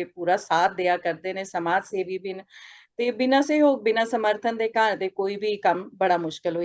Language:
Dogri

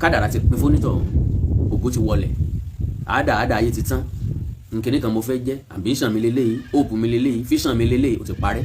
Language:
Yoruba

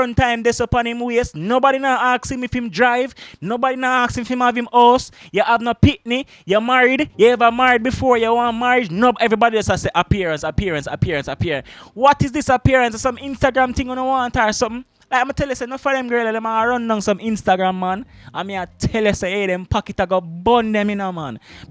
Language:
Jamaican Creole English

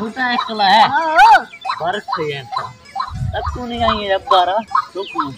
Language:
Saraiki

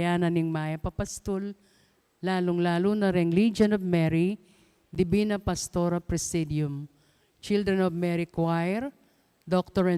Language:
Pampanga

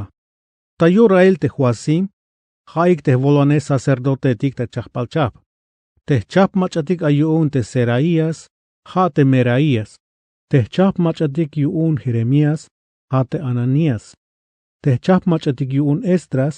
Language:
Tzeltal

